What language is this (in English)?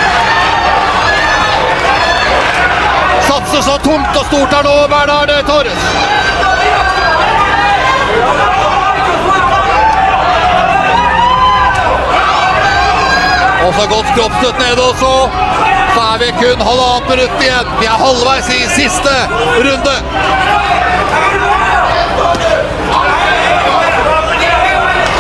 Norwegian